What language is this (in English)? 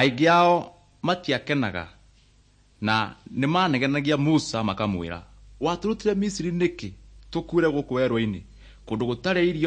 Kikuyu